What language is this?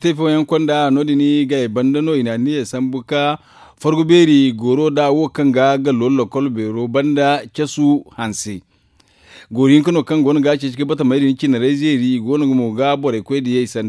Zarma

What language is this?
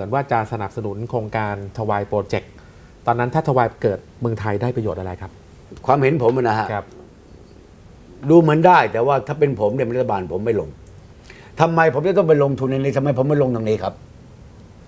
Thai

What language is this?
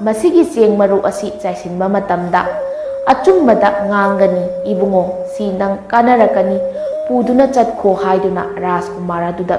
Manipuri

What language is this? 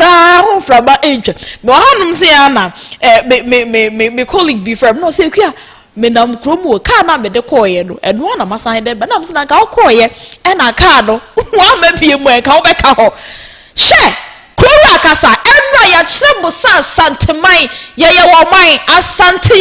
Akan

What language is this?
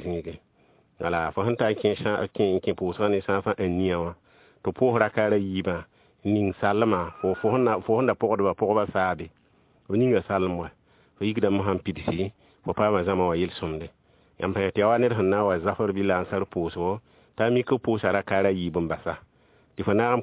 Mossi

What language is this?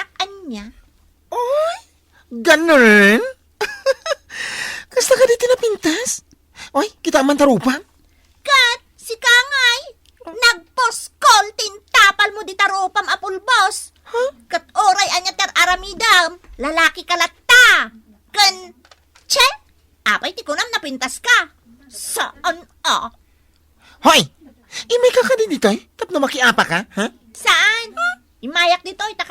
Iloko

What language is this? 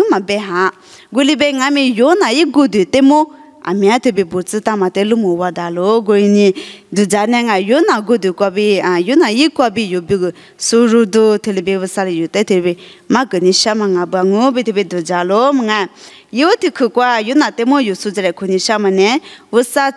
Lisu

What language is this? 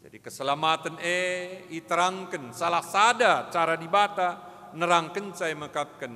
Batak Karo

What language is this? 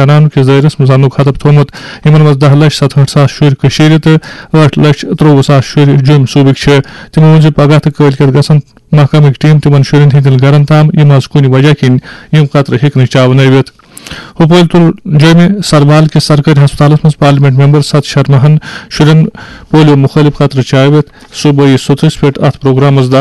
Kashmiri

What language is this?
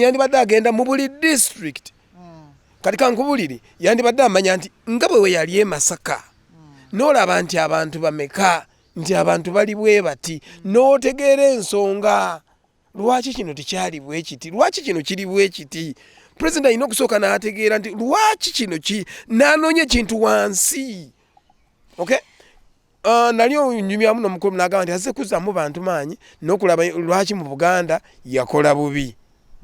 Ganda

